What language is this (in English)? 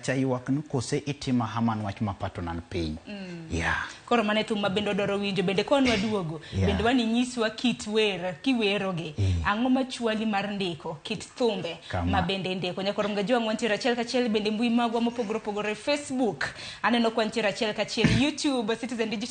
Luo (Kenya and Tanzania)